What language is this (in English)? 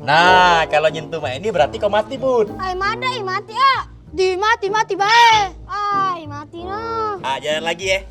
Musi